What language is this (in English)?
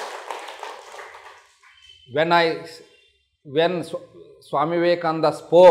Kannada